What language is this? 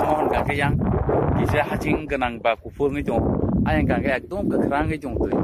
Kok Borok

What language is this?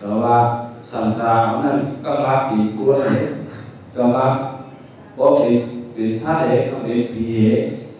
Shan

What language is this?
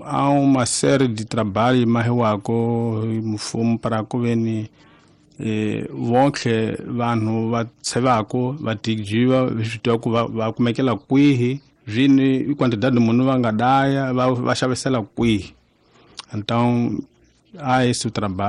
Tsonga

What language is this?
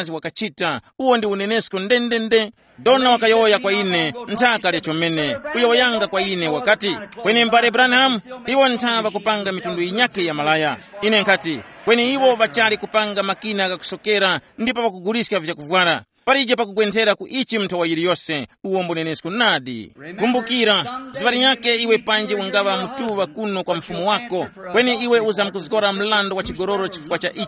Tumbuka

